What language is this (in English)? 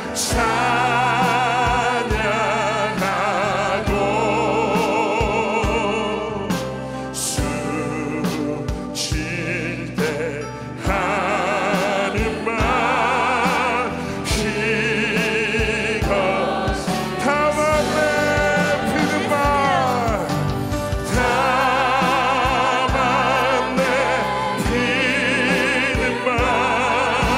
Korean